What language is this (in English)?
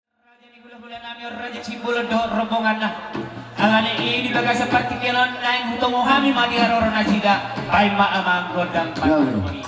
Batak Toba